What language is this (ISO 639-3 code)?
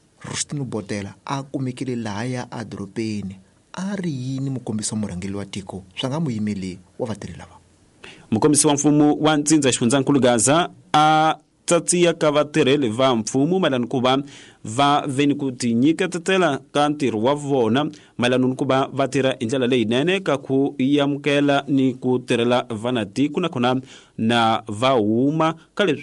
tso